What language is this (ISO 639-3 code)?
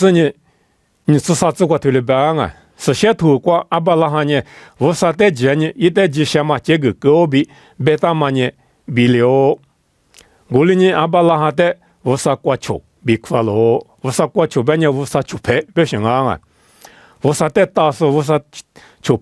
lis